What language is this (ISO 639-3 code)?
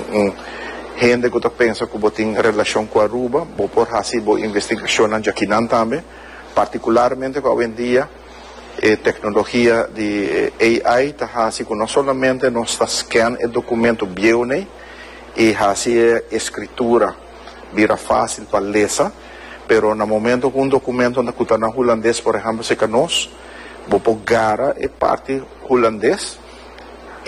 pap